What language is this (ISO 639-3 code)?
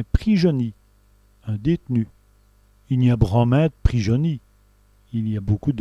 wln